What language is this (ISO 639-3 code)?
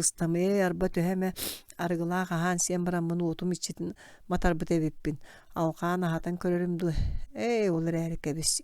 sah